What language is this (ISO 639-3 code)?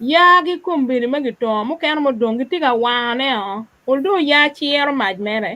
ach